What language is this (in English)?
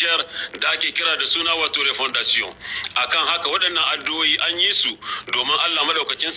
Hausa